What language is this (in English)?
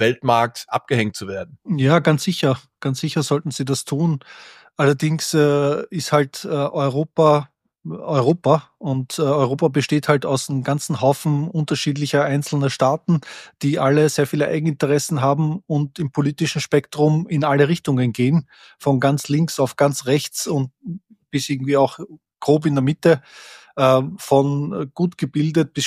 German